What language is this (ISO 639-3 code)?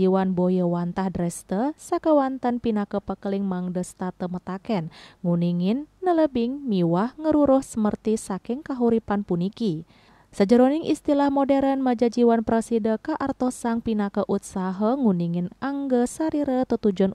ban